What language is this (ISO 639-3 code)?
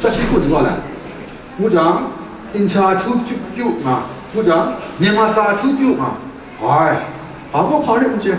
kac